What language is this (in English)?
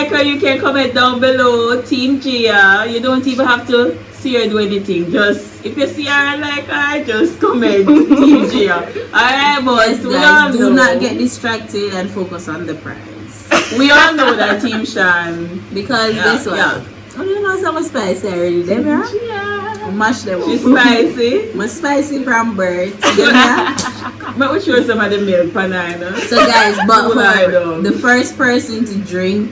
Jamaican Creole English